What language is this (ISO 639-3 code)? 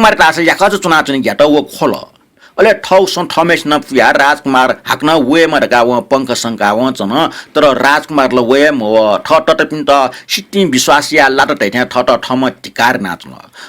new